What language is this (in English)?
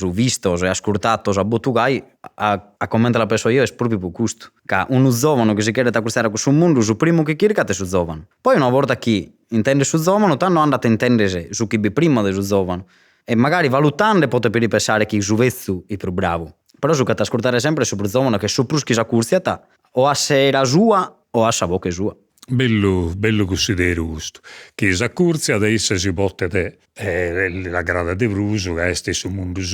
Sardinian